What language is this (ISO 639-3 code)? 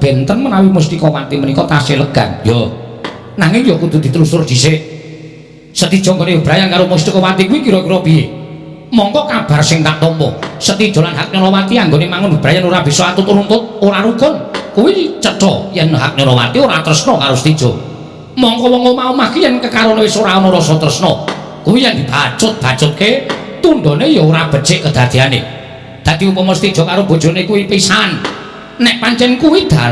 jav